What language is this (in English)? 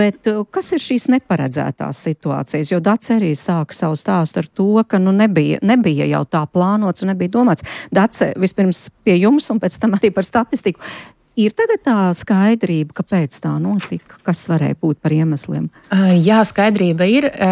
Latvian